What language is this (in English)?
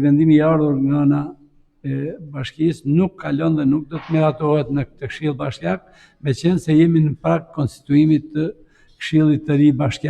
Albanian